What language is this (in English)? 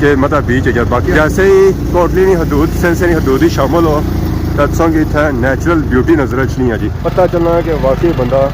Pahari-Potwari